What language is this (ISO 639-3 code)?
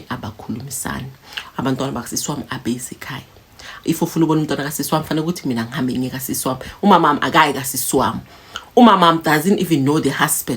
zul